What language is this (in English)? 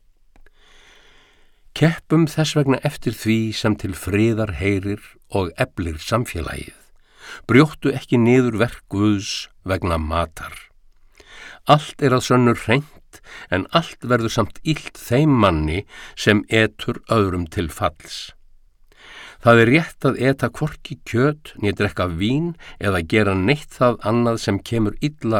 Icelandic